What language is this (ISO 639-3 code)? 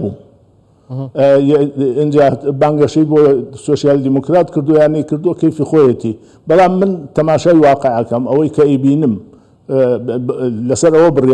ckb